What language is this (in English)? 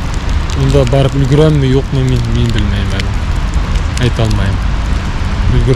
Bashkir